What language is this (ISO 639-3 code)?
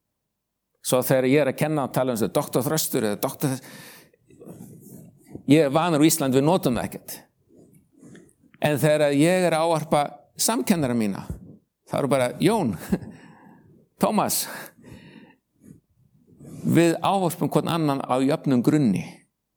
isl